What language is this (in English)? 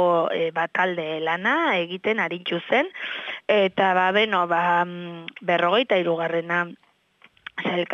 Basque